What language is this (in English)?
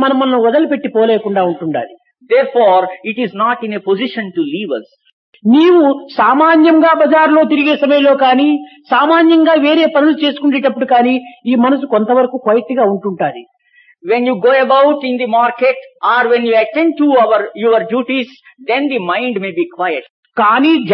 Telugu